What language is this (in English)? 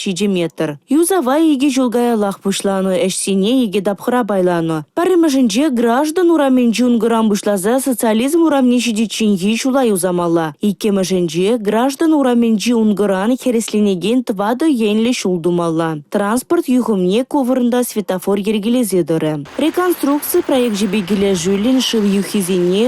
Chuvash